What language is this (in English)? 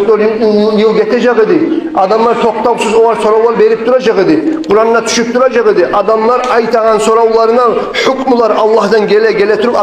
Kumyk